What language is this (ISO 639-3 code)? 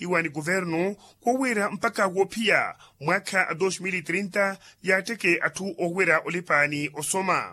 vmw